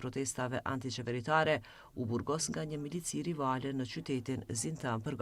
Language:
Albanian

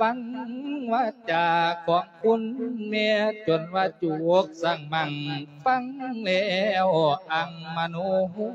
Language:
Lao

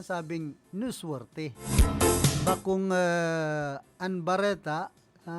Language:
Bikol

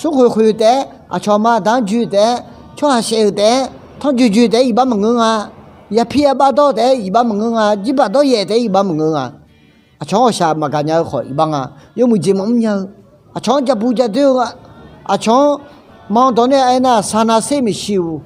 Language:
Akha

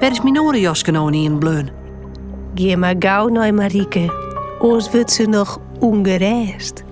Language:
Western Frisian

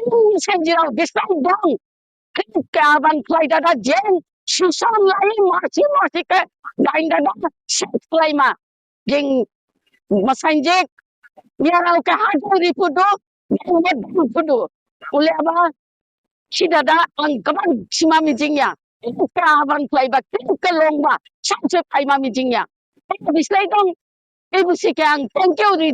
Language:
Dimasa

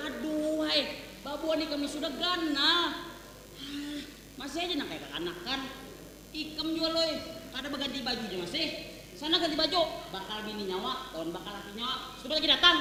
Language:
Banjar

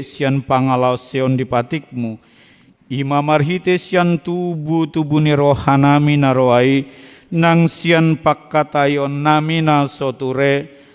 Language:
Batak Toba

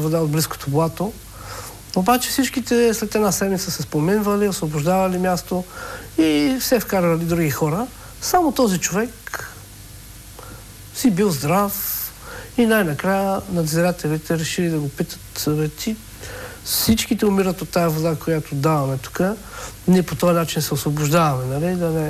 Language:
Bulgarian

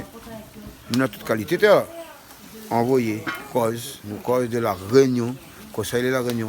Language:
Réunion Creole French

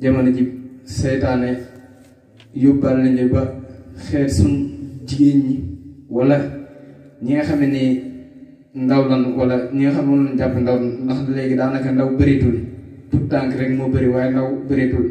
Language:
Wolof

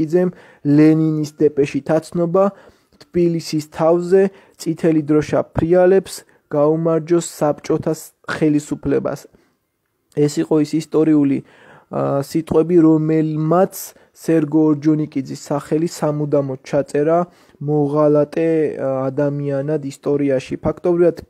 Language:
Georgian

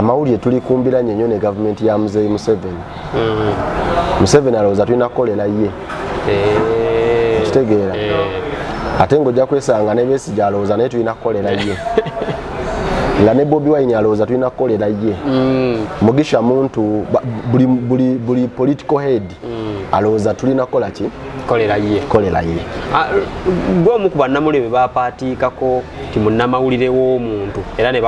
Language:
Ganda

